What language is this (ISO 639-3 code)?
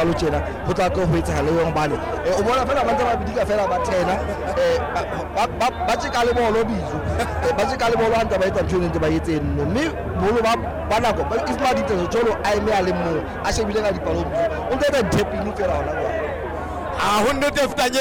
sot